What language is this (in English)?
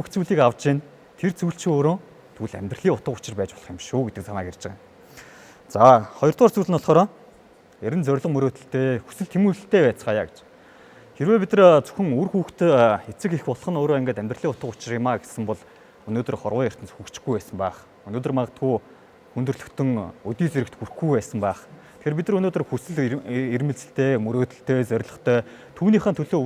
Mongolian